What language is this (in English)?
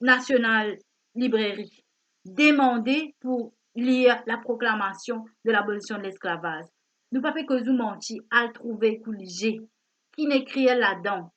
Morisyen